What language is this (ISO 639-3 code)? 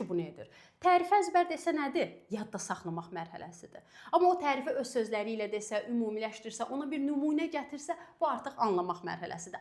aze